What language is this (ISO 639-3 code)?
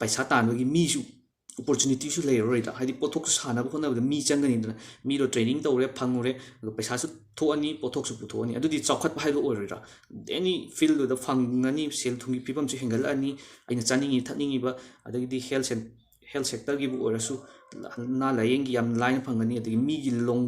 mni